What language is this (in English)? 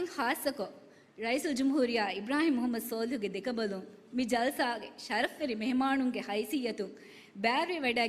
Divehi